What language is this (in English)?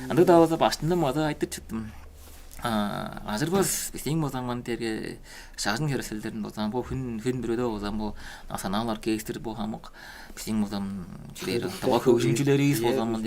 Tuvinian